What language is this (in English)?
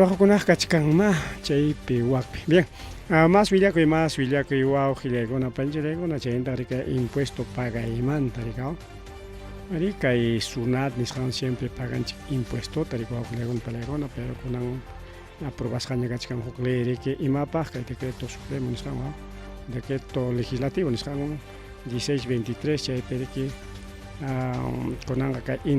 Ayacucho Quechua